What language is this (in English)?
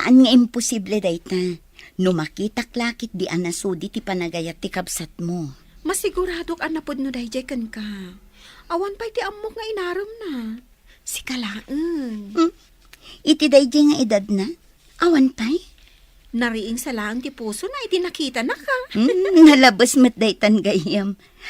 Iloko